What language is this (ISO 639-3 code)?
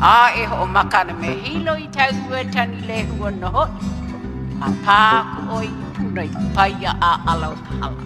haw